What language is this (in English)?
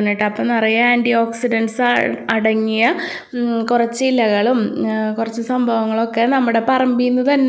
Malayalam